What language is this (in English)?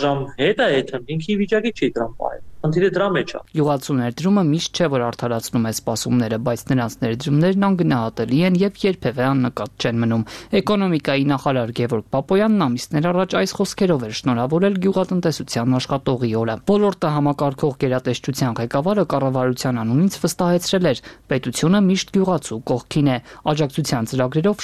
Armenian